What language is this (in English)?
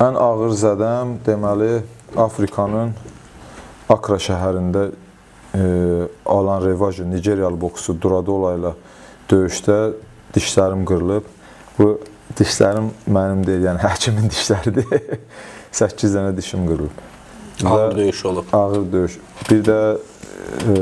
Azerbaijani